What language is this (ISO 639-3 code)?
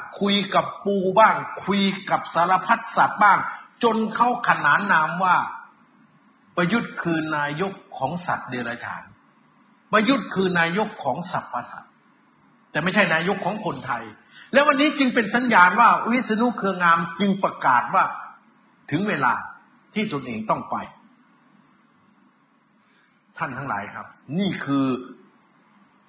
tha